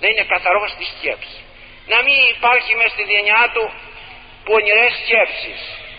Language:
Greek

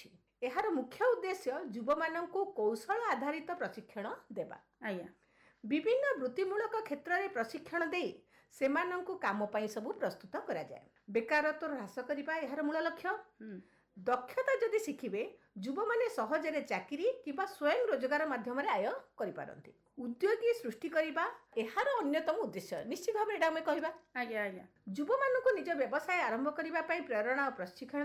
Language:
Odia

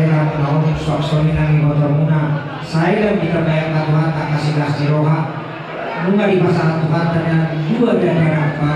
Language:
Batak Toba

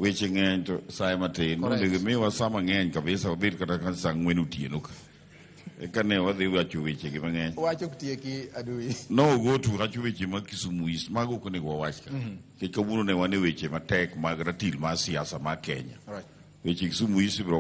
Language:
Luo (Kenya and Tanzania)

